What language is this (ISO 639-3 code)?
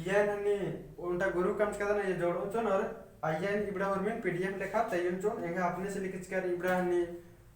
kru